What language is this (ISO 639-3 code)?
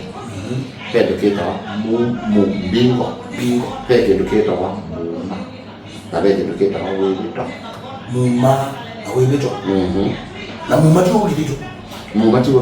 kam